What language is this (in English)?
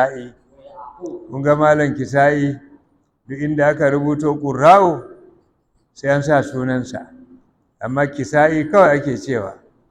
Hausa